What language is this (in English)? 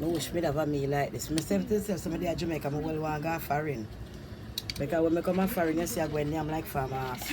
Jamaican Creole English